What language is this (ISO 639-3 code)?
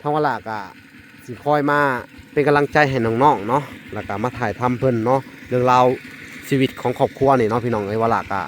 lao